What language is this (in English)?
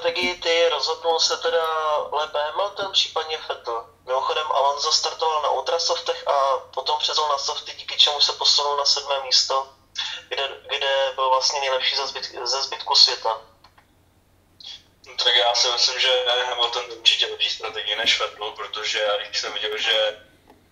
Czech